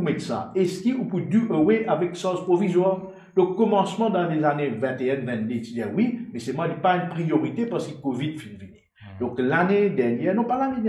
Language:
Morisyen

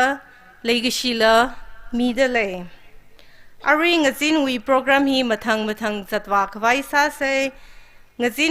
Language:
Tangkhul Naga (India)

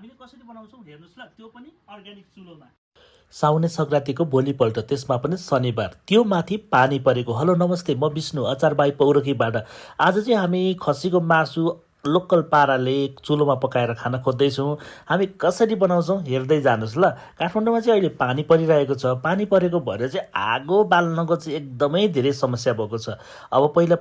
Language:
Nepali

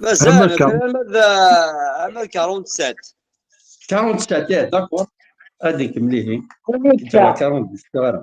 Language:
Kabyle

